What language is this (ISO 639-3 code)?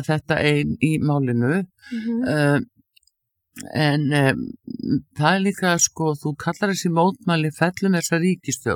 isl